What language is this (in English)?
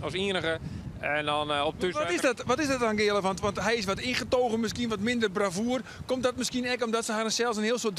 Western Frisian